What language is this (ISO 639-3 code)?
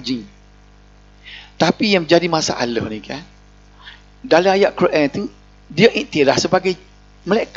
msa